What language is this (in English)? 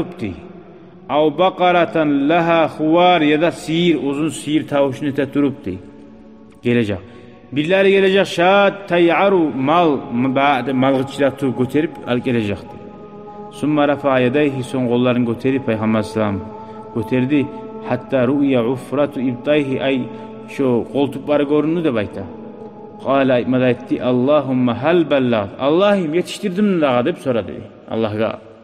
Kumyk